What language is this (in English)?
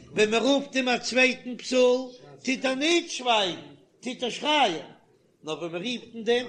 Yiddish